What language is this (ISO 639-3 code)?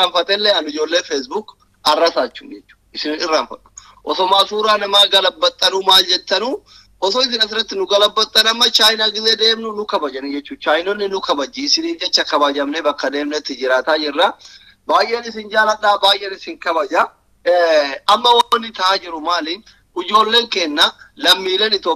orm